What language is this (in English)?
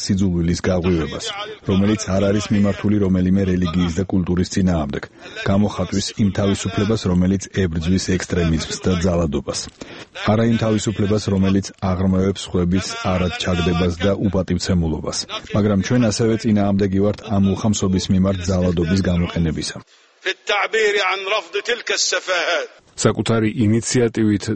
Georgian